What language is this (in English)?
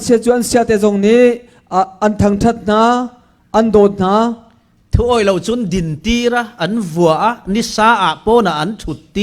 Falam Chin